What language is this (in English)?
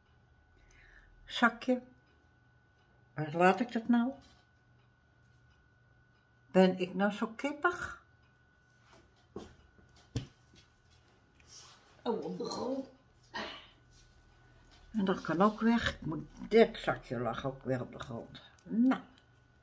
Dutch